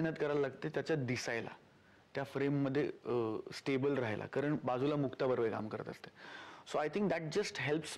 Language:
Marathi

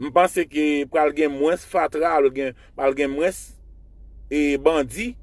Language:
Haitian Creole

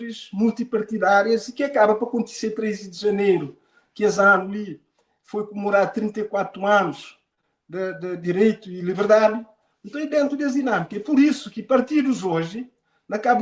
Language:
Kabuverdianu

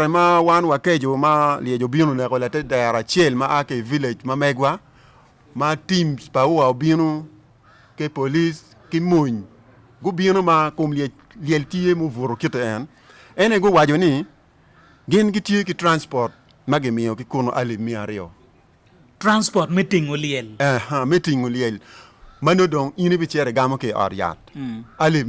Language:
Acoli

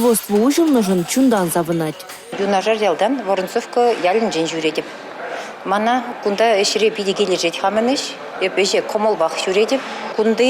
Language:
Chuvash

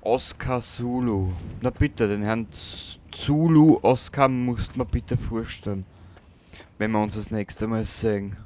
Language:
Bavarian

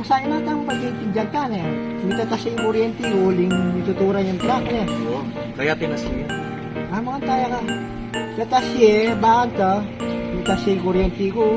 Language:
Pampanga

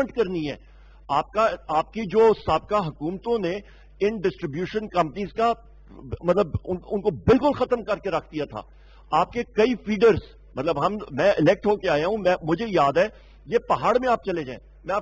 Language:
Urdu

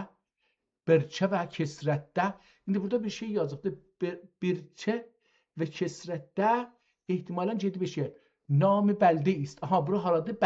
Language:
South Azerbaijani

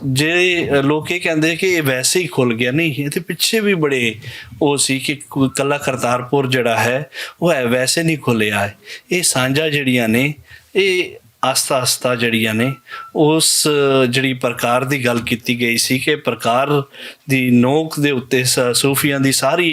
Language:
Western Panjabi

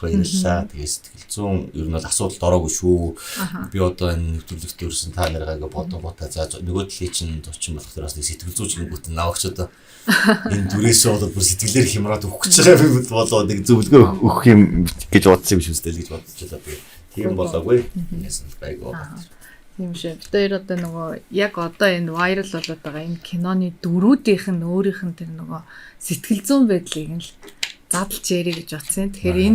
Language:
Mongolian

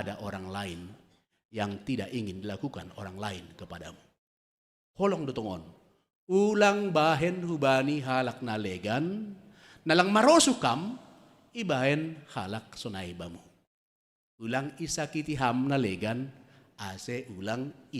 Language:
Batak Simalungun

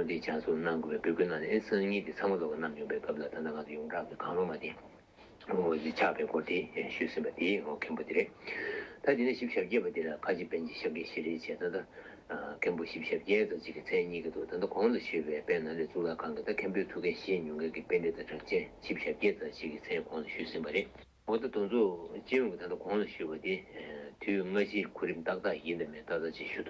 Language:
Tibetan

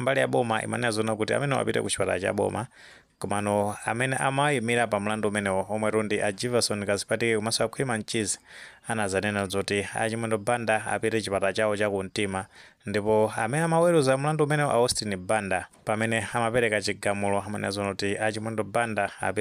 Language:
Nyanja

